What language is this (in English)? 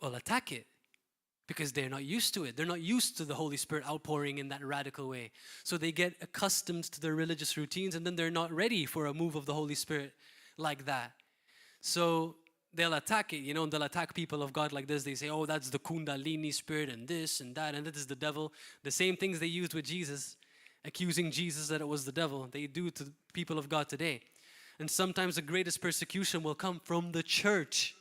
English